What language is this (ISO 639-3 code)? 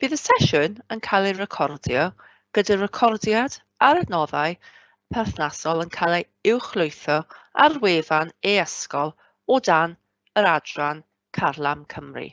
cym